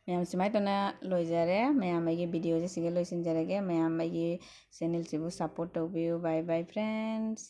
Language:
Manipuri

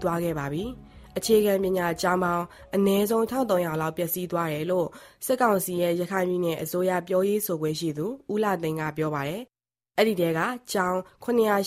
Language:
Burmese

